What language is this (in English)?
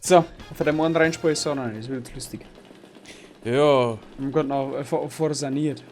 Bavarian